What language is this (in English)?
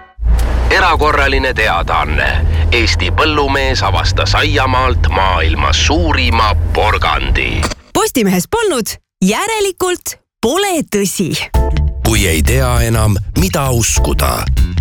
Estonian